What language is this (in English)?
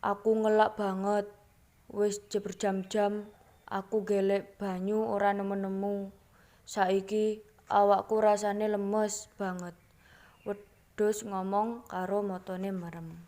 Javanese